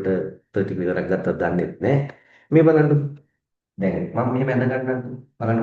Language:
Sinhala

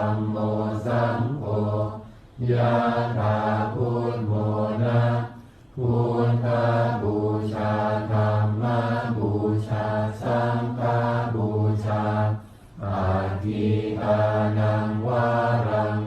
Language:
Pali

